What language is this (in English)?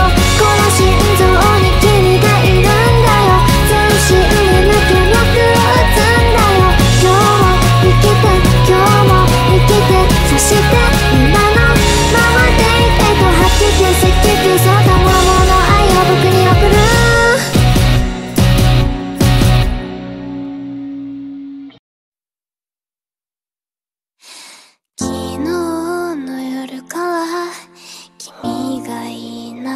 Japanese